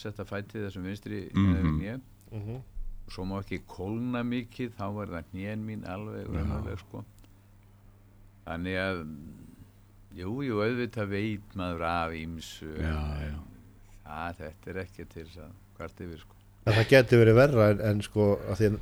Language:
Icelandic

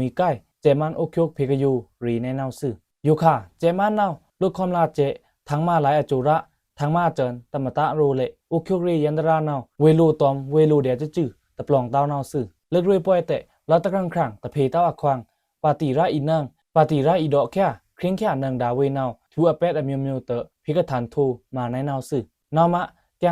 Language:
Pa'o Karen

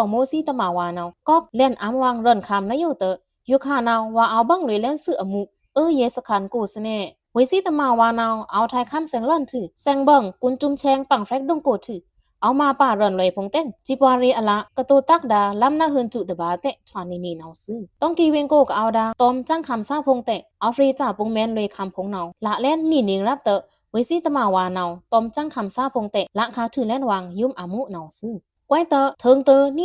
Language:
Pa'o Karen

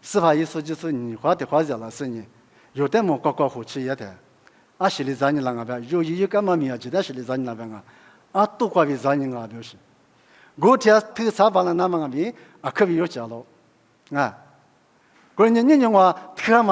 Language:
Lisu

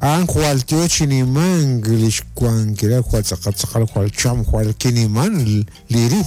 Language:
Kekchí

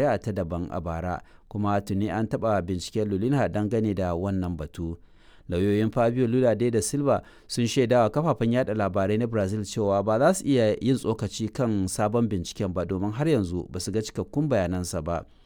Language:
Hausa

